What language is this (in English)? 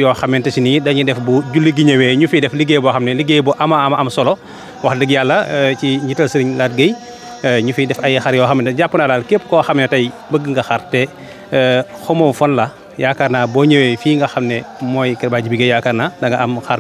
Wolof